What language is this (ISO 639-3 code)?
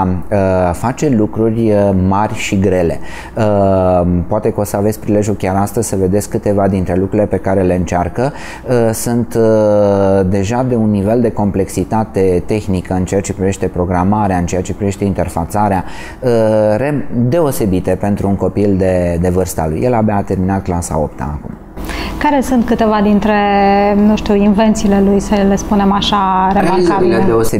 ron